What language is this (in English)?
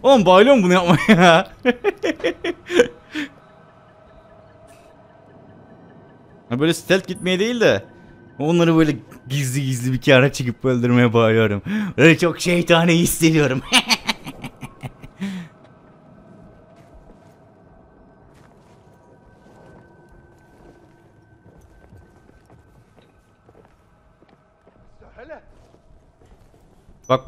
Turkish